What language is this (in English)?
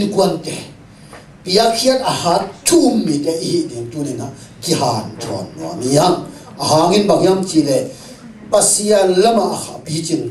Tedim Chin